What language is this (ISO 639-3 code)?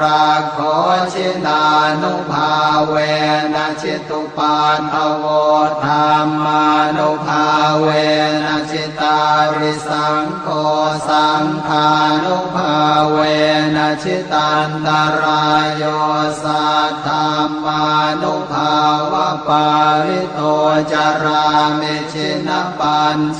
pli